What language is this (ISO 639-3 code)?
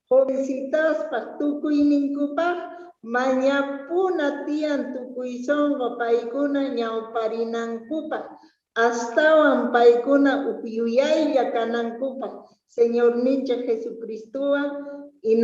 quh